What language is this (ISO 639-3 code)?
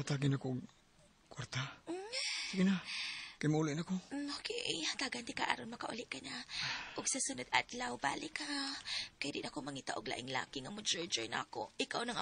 ceb